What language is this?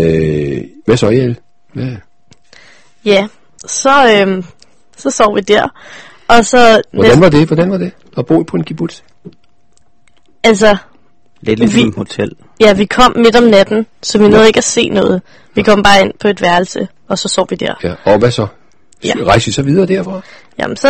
Danish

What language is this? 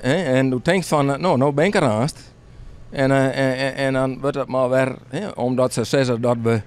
Western Frisian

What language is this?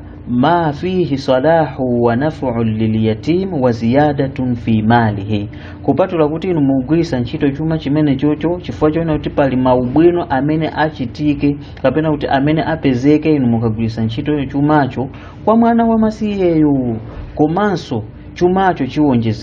Nyanja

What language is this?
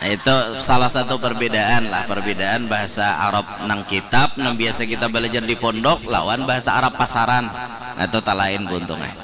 Banjar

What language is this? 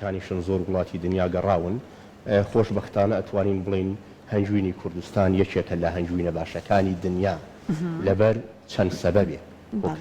Central Kurdish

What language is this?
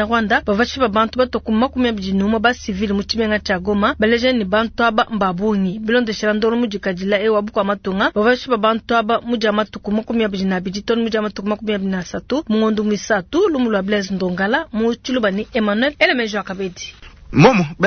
Luba-Lulua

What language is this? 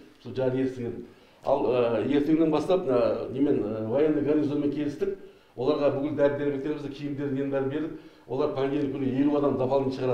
Kazakh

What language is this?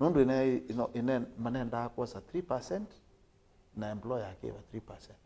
Kamba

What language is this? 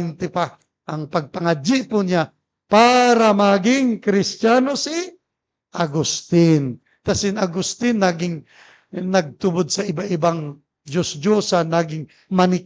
Bikol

